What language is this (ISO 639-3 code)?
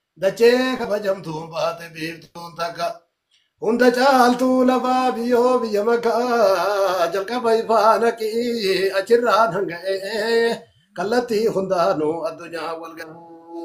orm